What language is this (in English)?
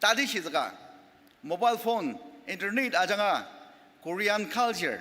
Ao Naga